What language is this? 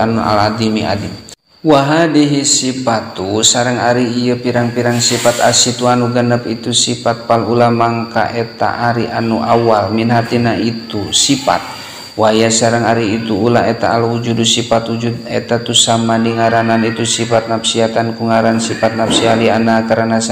Sundanese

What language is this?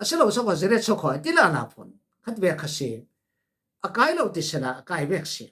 Falam Chin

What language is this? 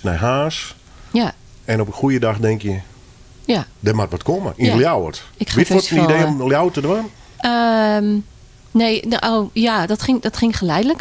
Western Frisian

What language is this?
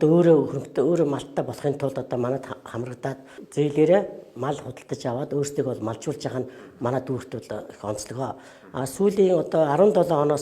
Mongolian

